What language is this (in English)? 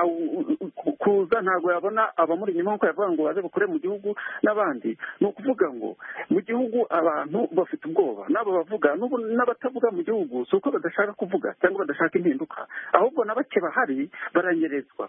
Kinyarwanda